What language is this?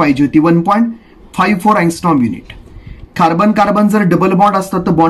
Marathi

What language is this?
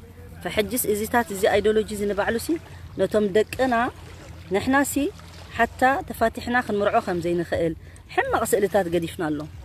Tigrinya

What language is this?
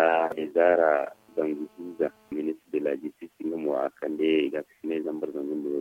Zarma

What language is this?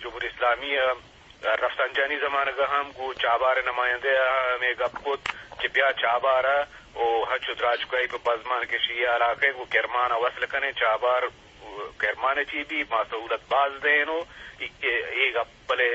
Eastern Balochi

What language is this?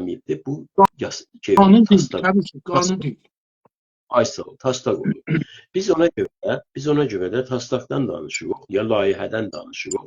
South Azerbaijani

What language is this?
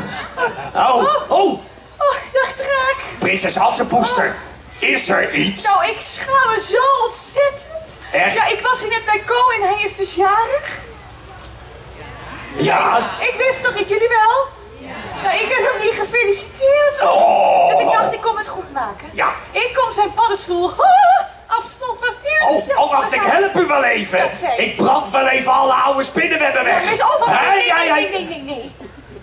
Dutch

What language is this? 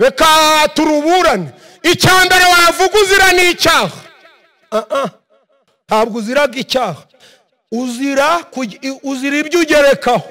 Kinyarwanda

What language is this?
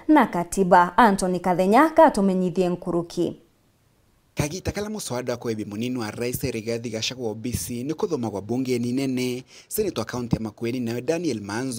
Meru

